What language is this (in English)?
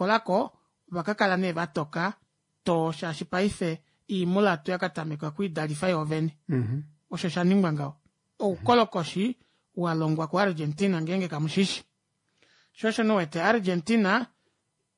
Kuanyama